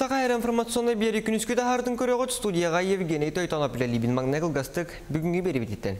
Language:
Yakut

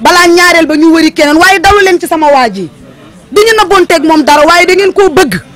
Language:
Wolof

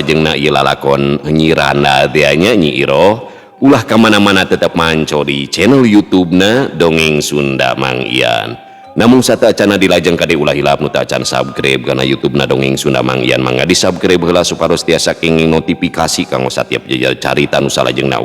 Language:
Sundanese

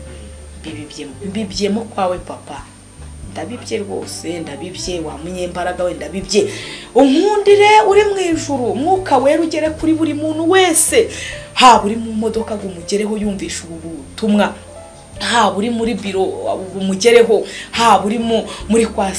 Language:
Kinyarwanda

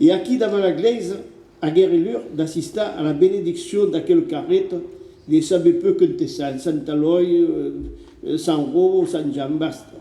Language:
Occitan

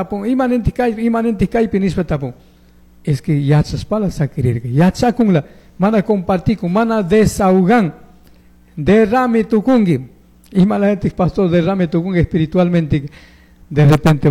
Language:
Chimborazo Highland Quichua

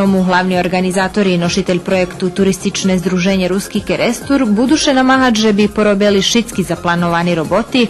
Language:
Rusyn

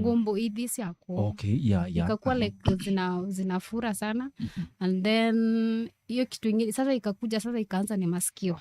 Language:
Kamba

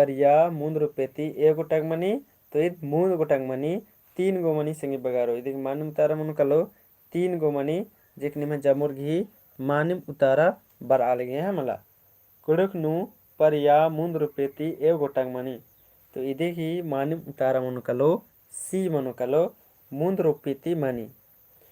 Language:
Kurukh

